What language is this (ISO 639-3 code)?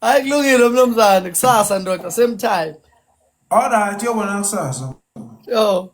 zul